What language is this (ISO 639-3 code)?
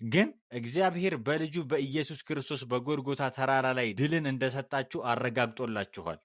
amh